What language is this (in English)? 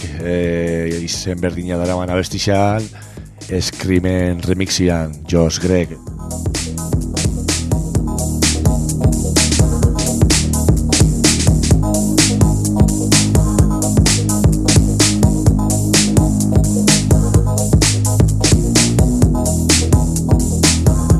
Basque